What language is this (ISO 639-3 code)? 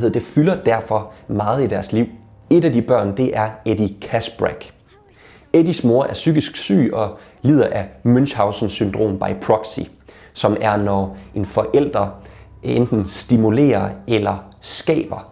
dan